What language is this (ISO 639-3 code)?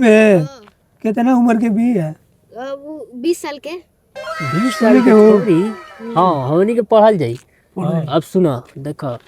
bho